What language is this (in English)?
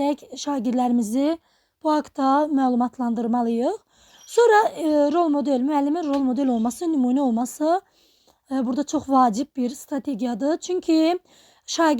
Azerbaijani